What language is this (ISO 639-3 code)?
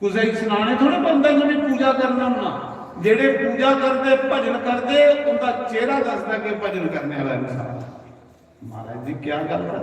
doi